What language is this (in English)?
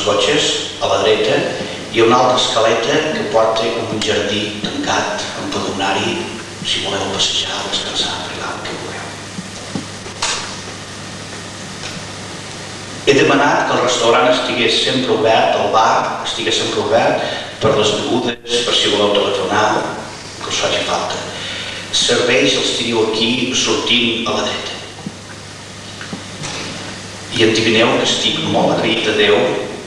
Catalan